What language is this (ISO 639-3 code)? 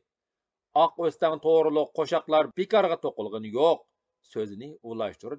uig